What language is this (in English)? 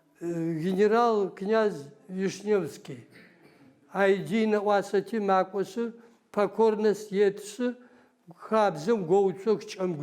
Adyghe